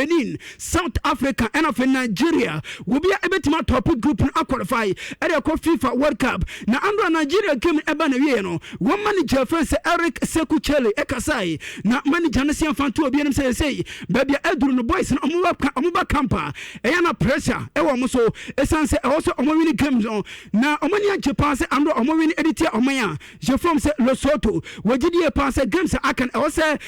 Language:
Akan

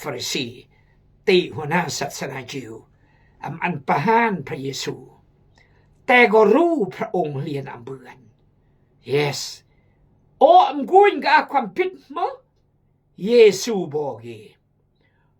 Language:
Khmu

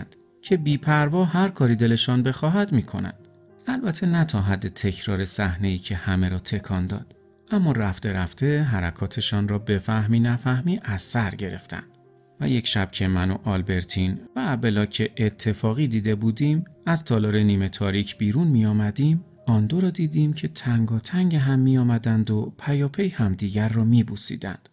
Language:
Persian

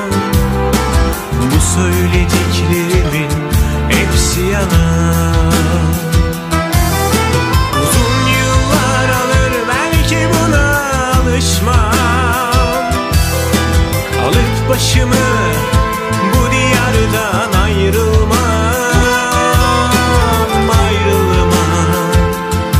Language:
Turkish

